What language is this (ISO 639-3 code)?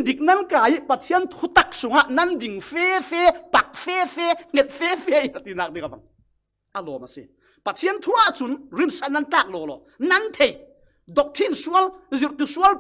cfm